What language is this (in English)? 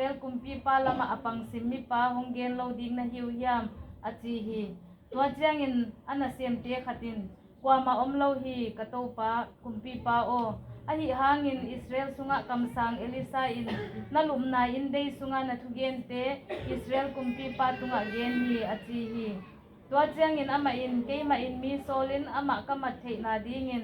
Tedim Chin